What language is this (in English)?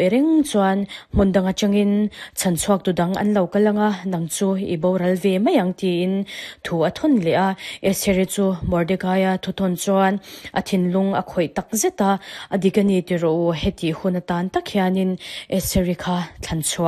Mizo